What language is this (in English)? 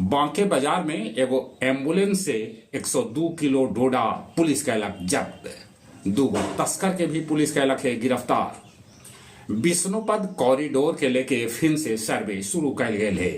Magahi